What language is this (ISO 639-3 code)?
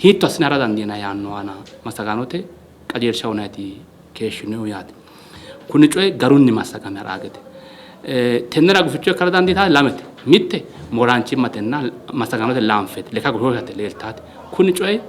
sid